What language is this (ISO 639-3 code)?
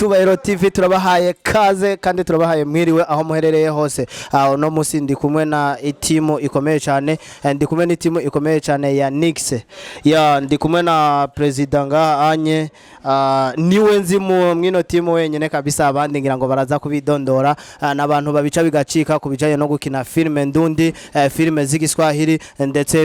run